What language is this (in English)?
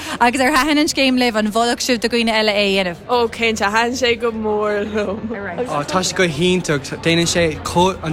Irish